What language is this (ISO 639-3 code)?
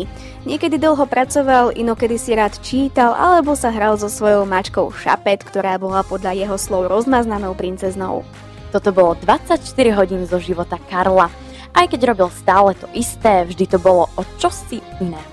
slk